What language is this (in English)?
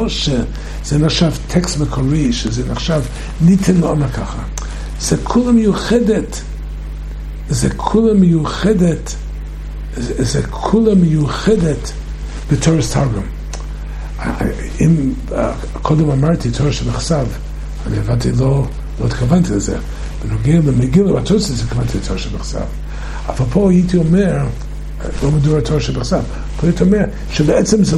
Hebrew